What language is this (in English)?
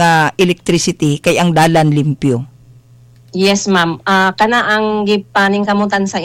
Cebuano